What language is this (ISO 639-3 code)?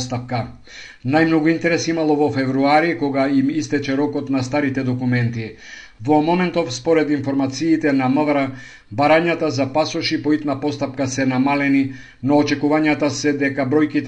mkd